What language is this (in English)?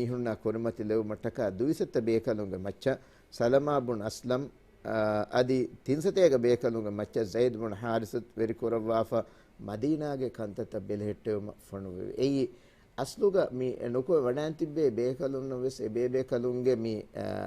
Divehi